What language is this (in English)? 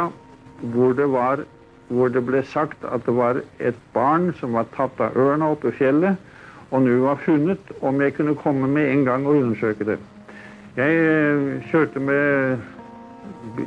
Norwegian